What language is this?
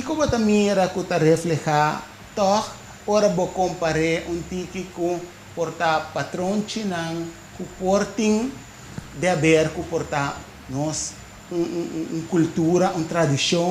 Papiamento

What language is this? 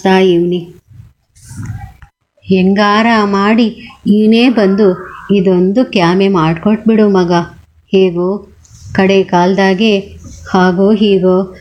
Kannada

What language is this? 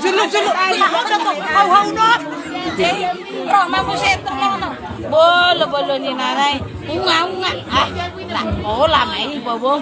Batak Toba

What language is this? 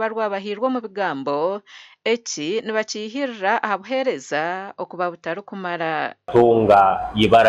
Nyankole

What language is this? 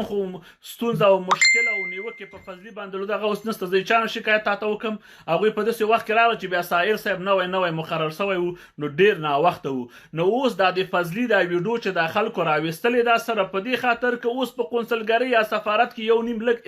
Pashto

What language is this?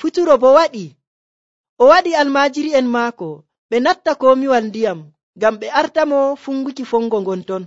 Nigerian Fulfulde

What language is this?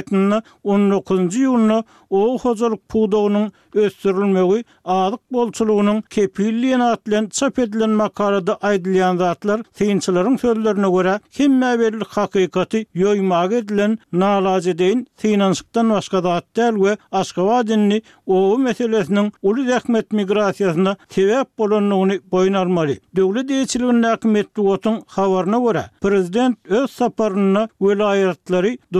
Turkmen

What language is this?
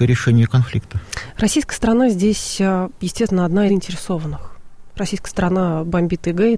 Russian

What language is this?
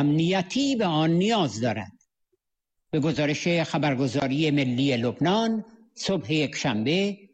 Persian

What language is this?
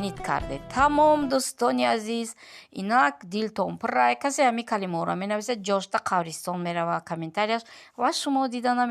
Tajik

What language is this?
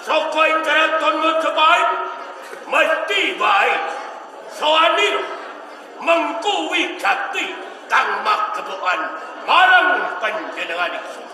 Javanese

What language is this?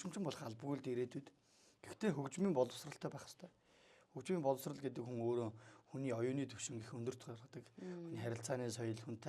Mongolian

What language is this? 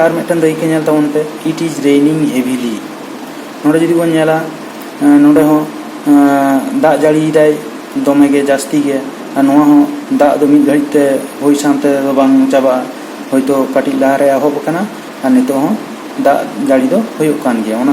Santali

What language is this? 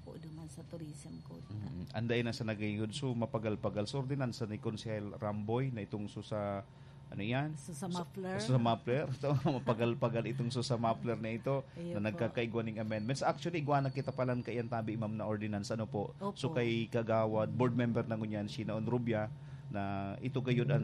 Bikol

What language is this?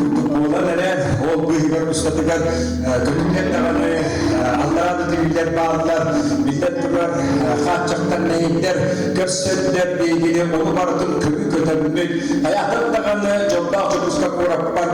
Yakut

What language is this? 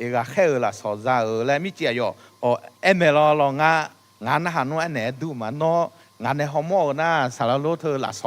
Akha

